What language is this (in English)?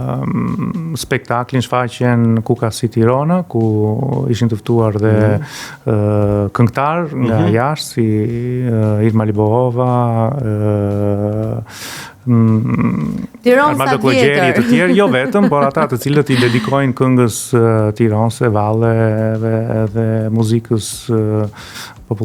Albanian